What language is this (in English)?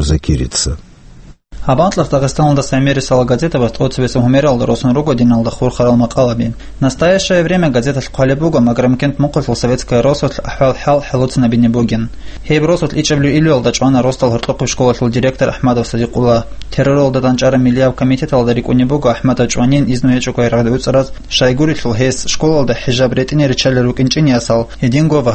Avaric